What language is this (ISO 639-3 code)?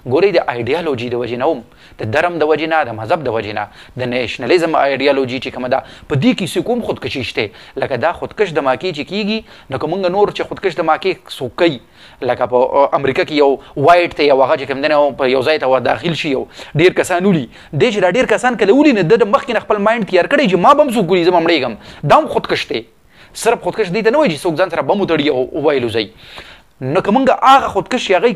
pus